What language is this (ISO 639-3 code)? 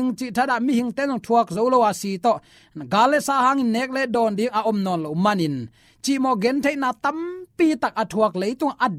ctd